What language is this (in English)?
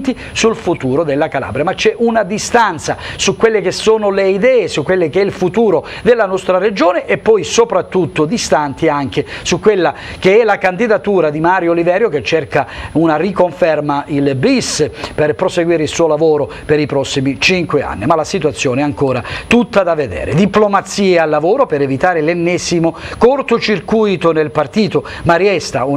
Italian